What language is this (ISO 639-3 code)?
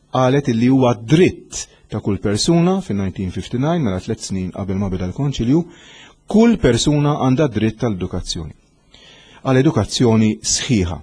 mlt